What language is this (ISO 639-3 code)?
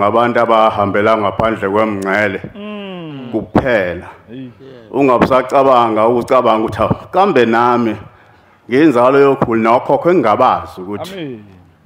zul